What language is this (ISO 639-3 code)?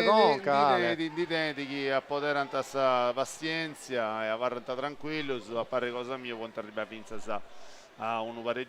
srd